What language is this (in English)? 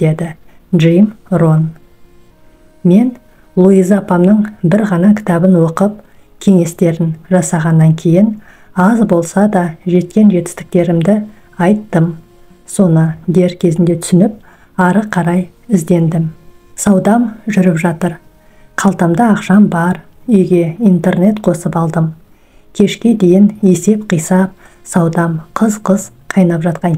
Kazakh